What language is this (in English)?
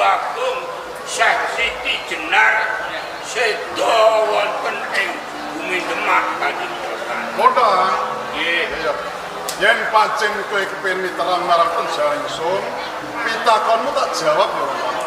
Javanese